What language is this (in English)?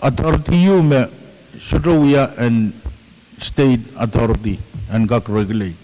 Pohnpeian